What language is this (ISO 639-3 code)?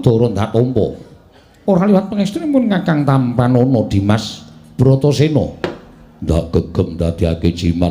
jav